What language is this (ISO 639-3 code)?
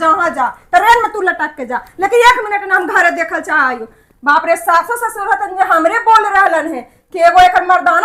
mag